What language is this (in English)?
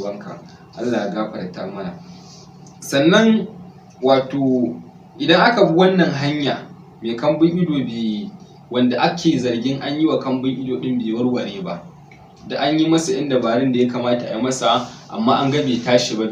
Hausa